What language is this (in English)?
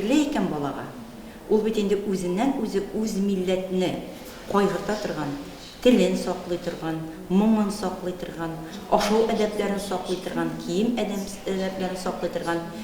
Tatar